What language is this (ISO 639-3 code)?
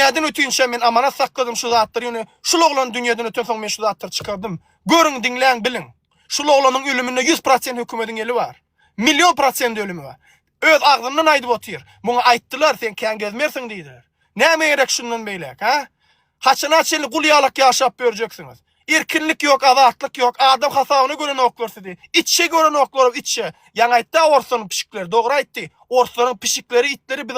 tuk